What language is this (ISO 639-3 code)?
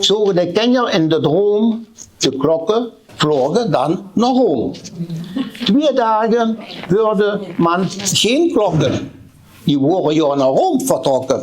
lim